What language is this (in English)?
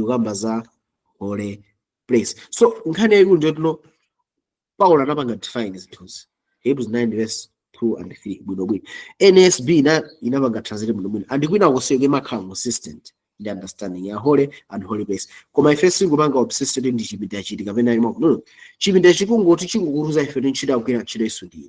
Nyanja